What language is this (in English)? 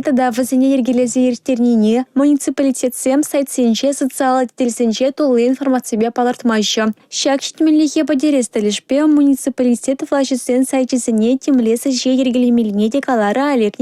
Chuvash